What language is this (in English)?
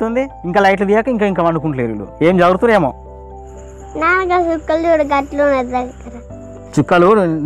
Telugu